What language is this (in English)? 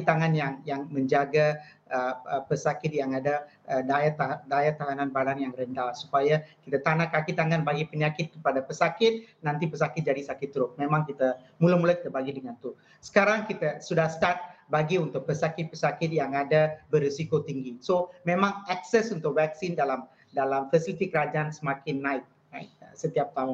Malay